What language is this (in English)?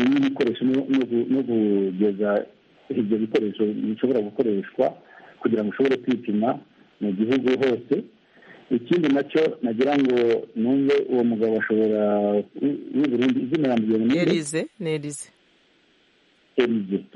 Kinyarwanda